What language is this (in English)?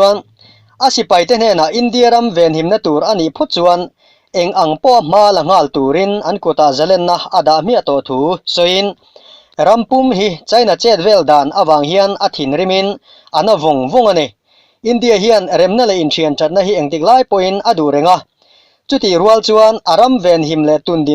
Mizo